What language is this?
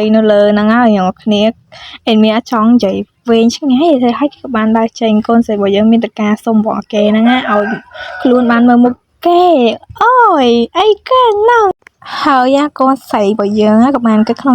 Khmer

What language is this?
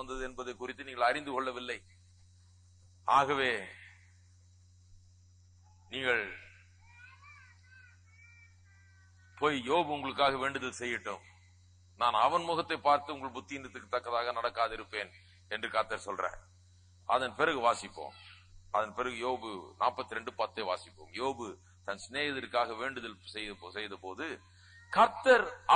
Tamil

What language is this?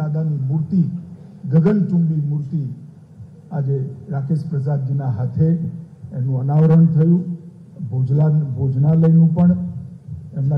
Gujarati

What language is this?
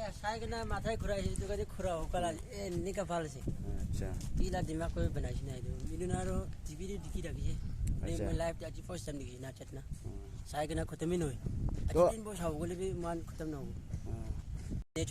Naga Pidgin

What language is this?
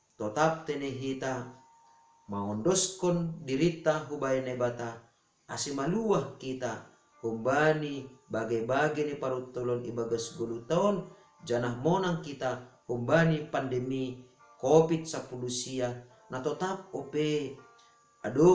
Batak Simalungun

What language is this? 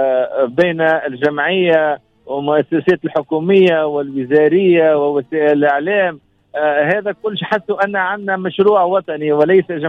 Tunisian Arabic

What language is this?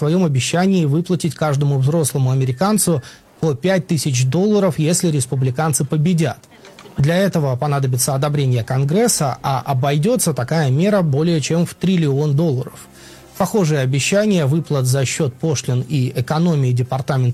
Russian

